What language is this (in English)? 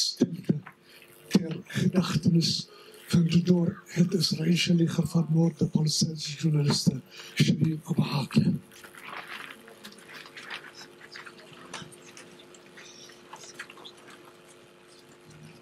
Dutch